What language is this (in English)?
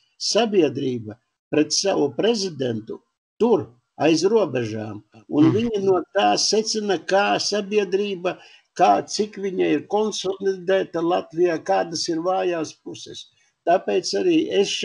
Latvian